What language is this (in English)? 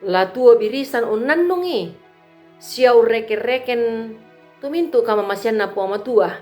Toraja-Sa'dan